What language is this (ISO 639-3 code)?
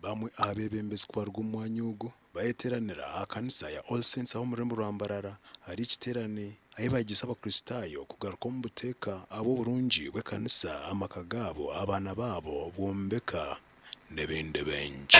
nyn